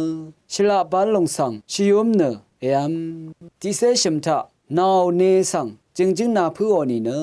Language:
Rawang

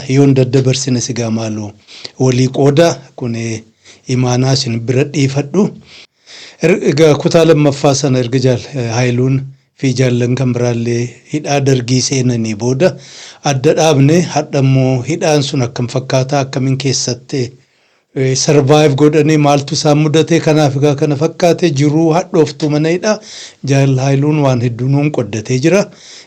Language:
Oromo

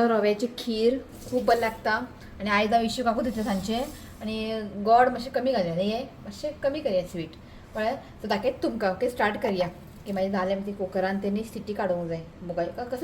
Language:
Konkani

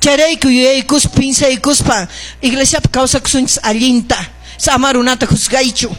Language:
Quechua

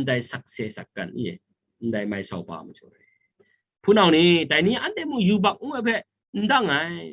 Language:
Kachin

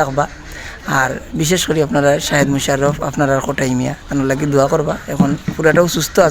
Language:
Sylheti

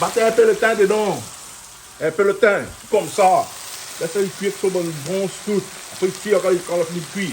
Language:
Réunion Creole French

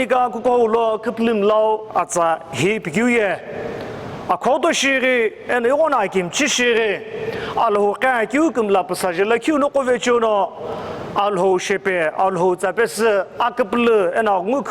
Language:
Sumi Naga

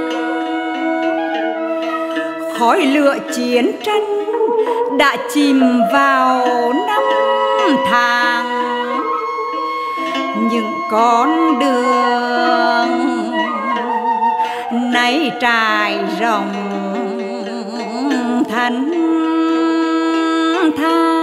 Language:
Vietnamese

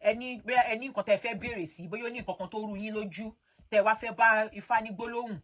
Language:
Yoruba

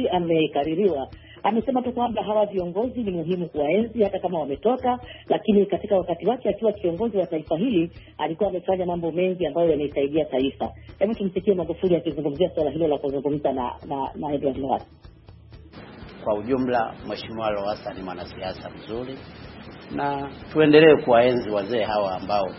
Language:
Swahili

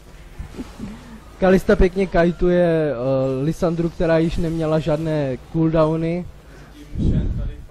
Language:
Czech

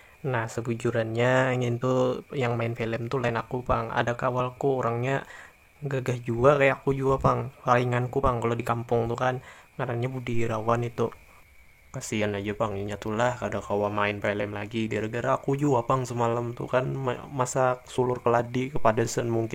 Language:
Banjar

